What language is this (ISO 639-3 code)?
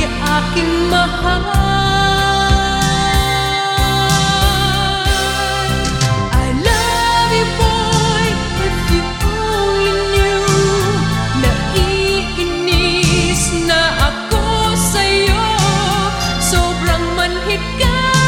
fil